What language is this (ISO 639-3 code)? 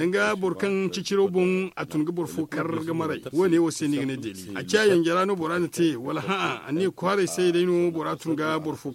dje